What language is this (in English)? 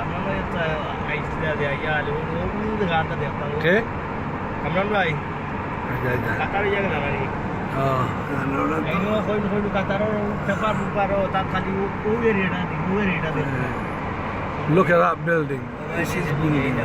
Sylheti